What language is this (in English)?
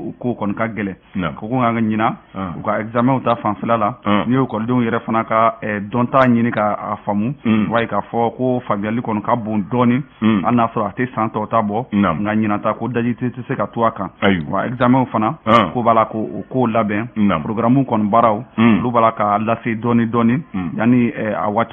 Bambara